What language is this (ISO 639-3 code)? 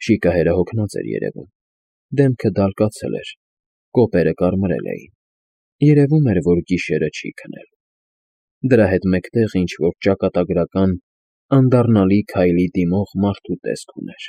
hye